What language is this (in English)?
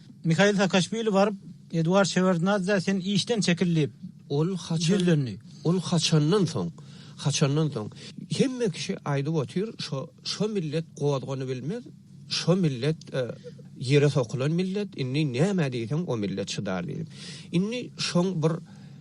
Turkmen